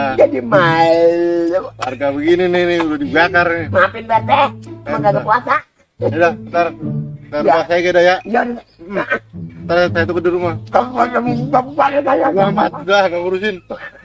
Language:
Betawi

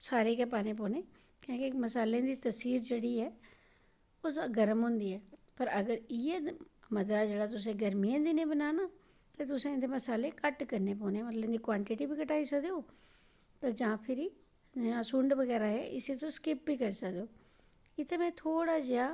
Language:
Dogri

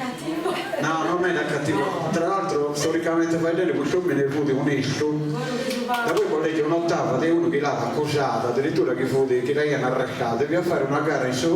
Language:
Sardinian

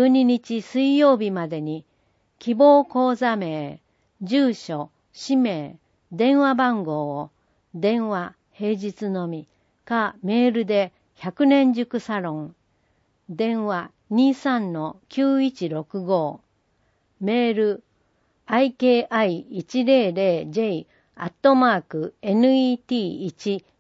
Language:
Japanese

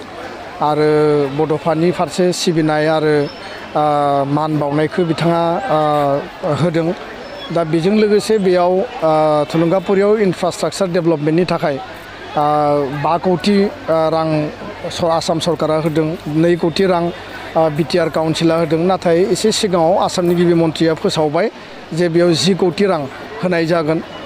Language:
Bodo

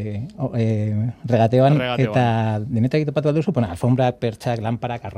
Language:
Basque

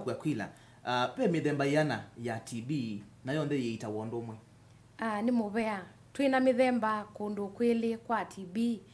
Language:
Kamba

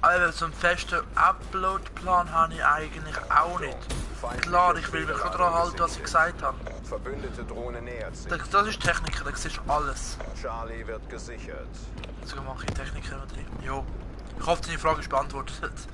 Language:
Swiss German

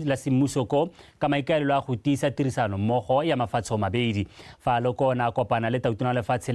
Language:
Tswana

